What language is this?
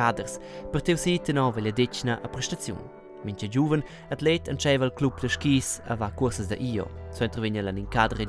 Romansh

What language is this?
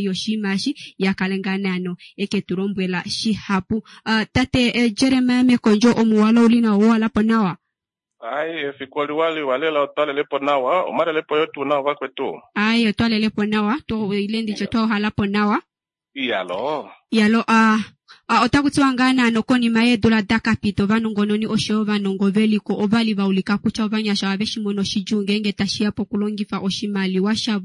Kuanyama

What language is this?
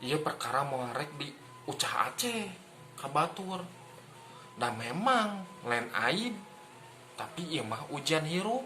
Sundanese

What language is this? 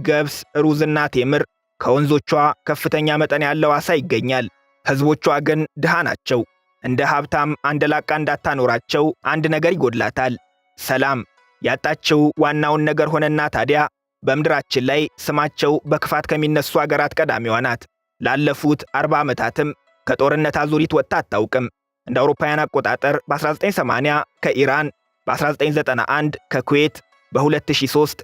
Amharic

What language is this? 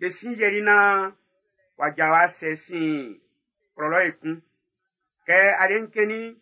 Baoulé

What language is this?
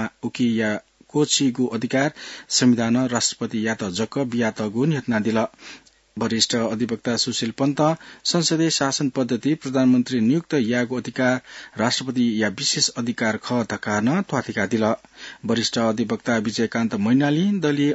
Newari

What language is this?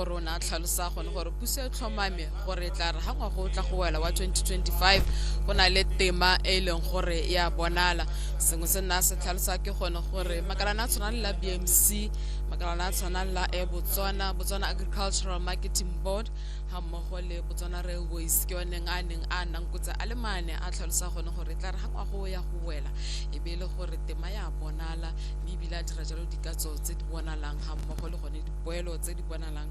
Tswana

